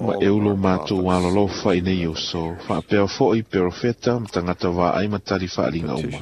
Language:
Samoan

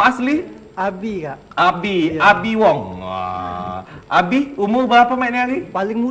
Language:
Musi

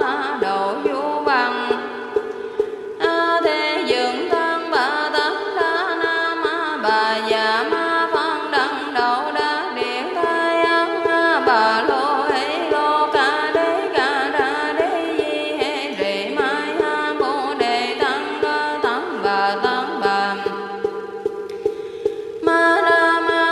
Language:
Vietnamese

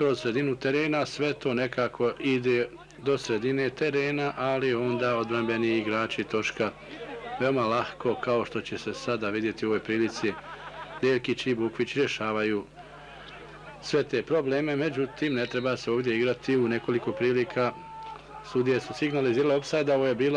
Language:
Bosnian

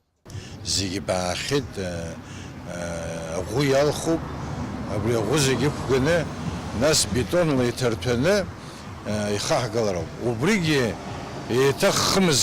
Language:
Abkhazian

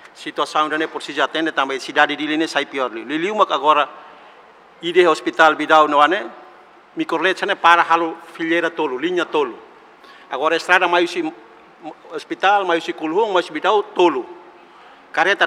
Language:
Tetum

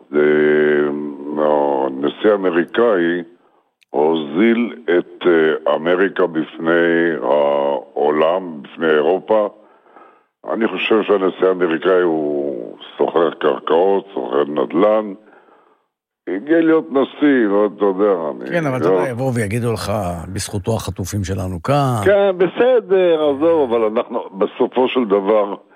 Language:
Hebrew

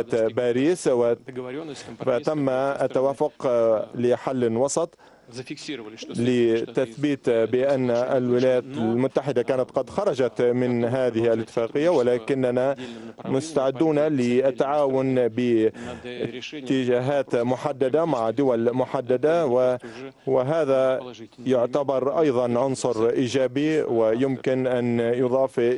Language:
Arabic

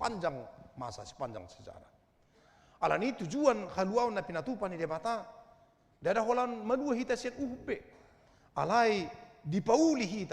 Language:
Batak Toba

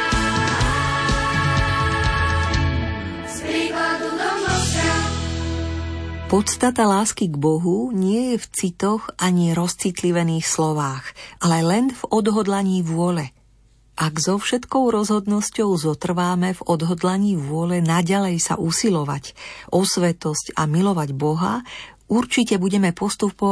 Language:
Slovak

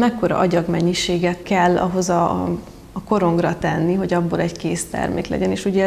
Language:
Hungarian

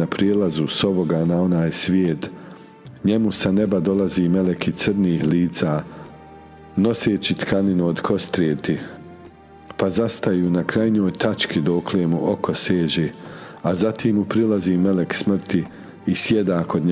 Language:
Bosnian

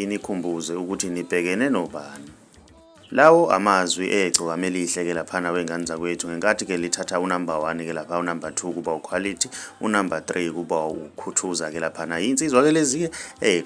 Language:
Zulu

